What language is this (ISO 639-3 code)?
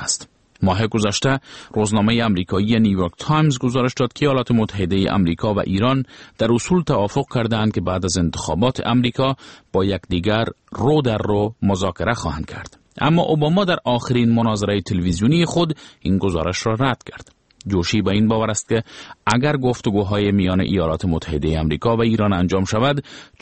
fas